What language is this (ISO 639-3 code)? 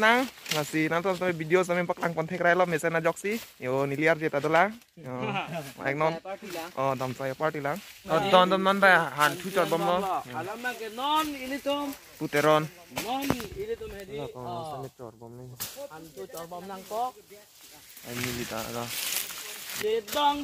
mjw